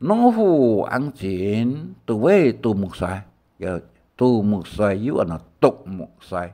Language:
Hakka Chinese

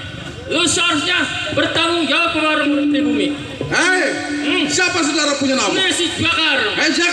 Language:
Betawi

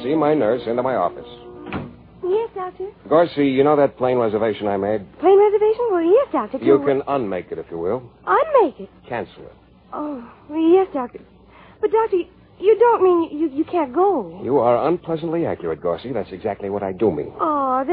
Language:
English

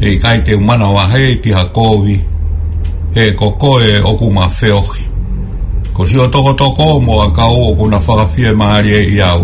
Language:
Tongan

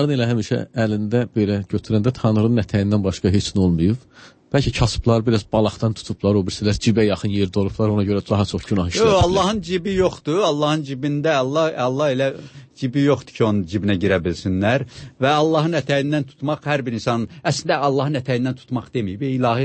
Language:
Azerbaijani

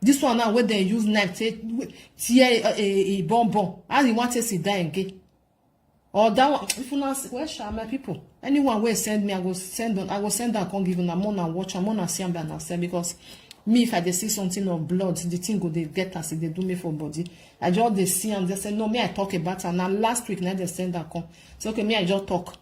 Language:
Nigerian Pidgin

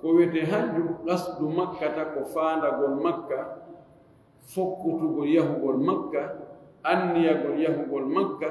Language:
Fula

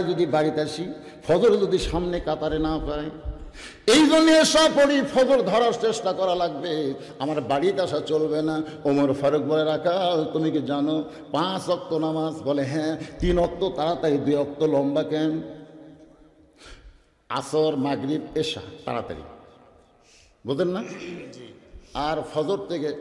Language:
Bangla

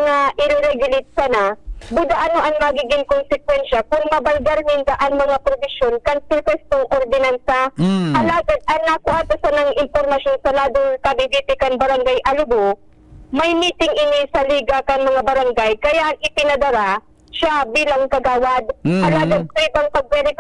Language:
Bikol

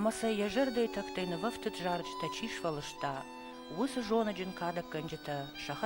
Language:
Ossetic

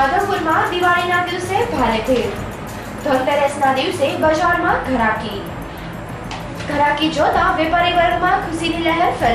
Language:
Gujarati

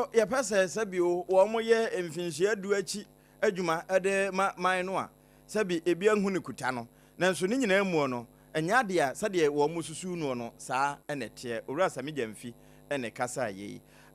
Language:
Akan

